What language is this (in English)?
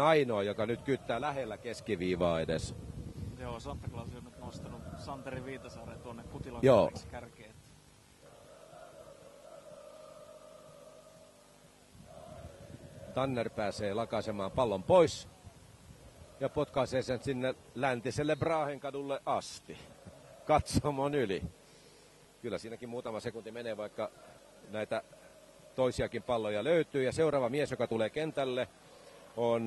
Finnish